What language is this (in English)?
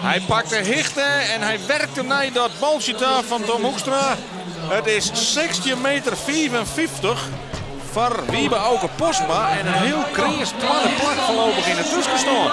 Western Frisian